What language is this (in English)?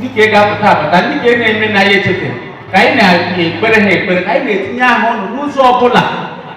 Igbo